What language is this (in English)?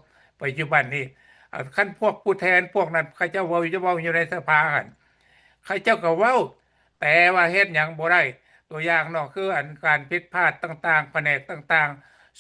Lao